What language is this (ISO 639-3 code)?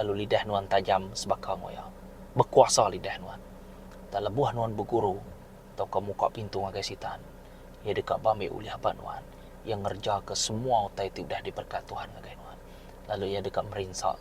iba